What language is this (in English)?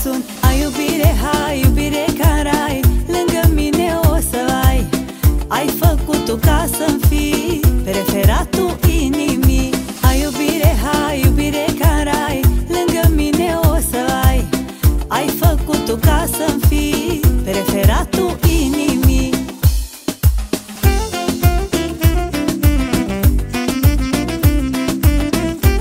Romanian